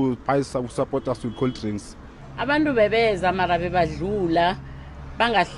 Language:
Venda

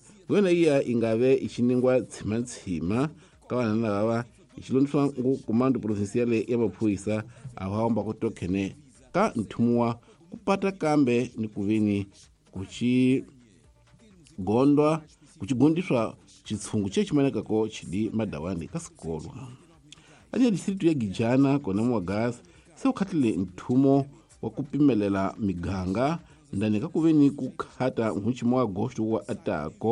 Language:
Tsonga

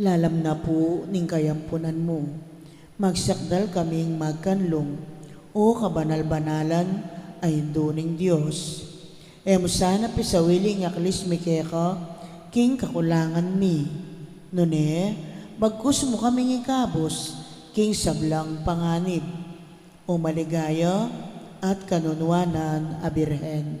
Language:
Pampanga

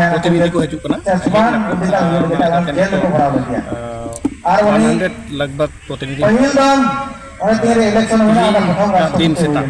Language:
Santali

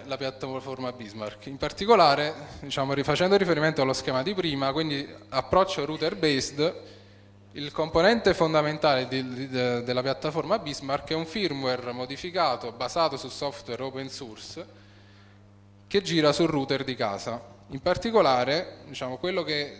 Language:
Italian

